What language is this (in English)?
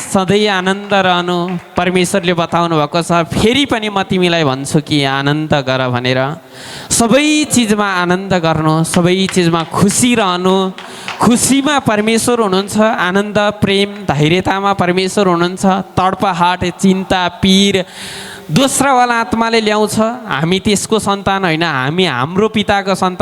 Nepali